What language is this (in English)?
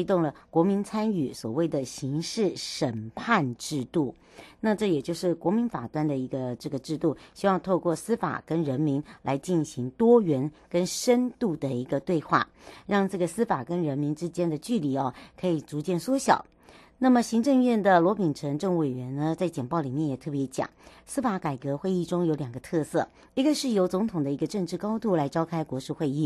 Chinese